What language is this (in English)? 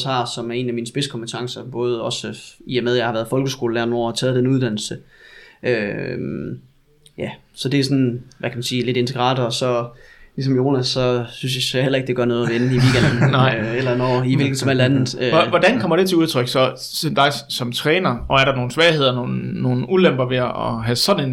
Danish